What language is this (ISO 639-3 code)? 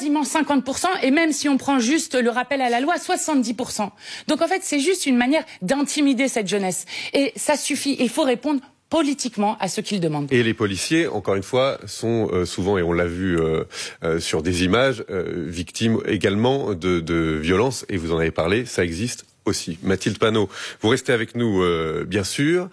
fra